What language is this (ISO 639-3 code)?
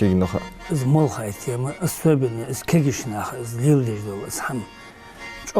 inh